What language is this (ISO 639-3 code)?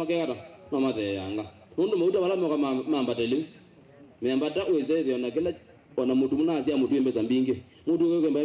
kam